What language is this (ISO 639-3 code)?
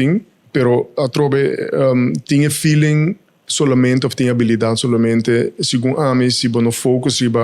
pap